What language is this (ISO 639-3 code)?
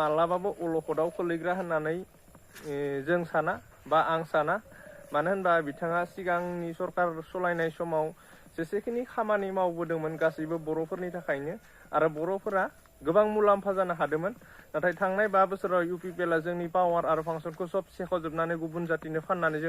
brx